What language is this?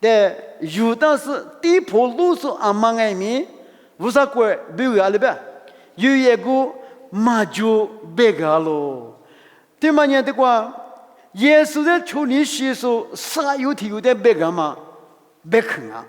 Lisu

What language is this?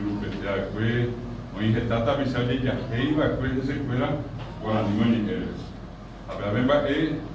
Guarani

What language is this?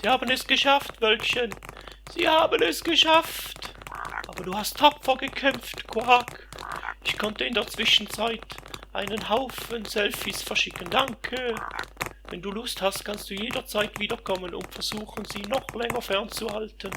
Swiss German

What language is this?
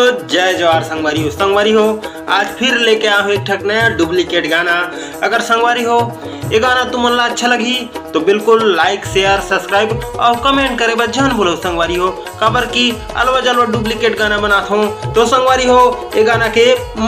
Chhattisgarhi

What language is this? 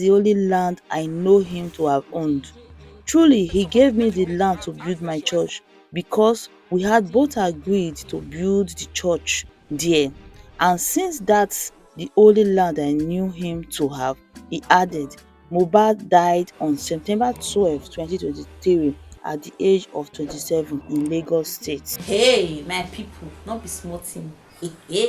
Nigerian Pidgin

